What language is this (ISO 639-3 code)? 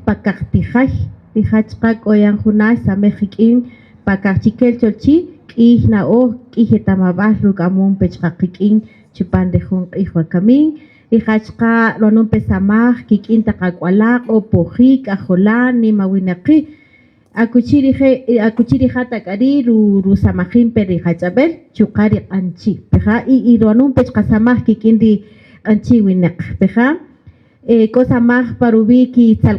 cak